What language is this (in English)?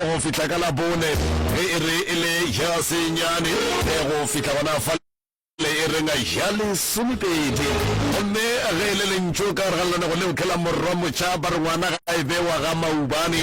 Northern Sotho